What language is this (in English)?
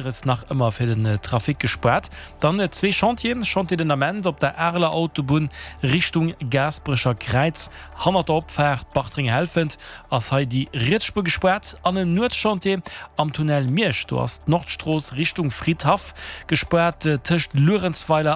Luxembourgish